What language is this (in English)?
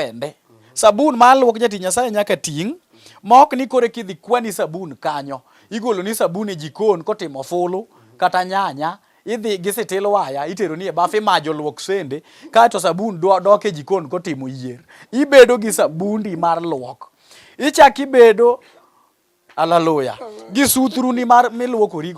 Luo (Kenya and Tanzania)